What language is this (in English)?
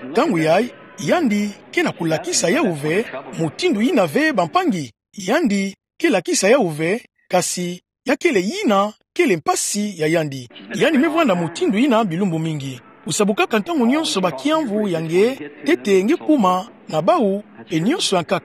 Kituba (Democratic Republic of Congo)